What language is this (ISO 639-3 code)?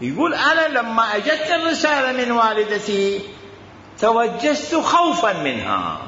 acm